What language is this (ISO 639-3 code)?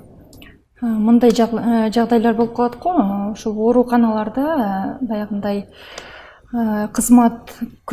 kir